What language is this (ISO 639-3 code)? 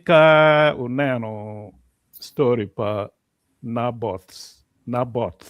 ach